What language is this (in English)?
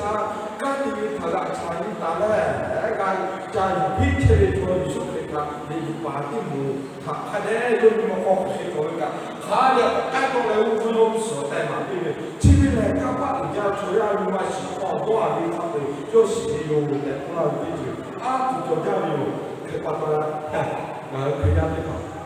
Lahu